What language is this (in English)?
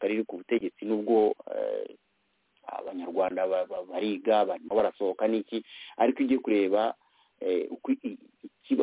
Kinyarwanda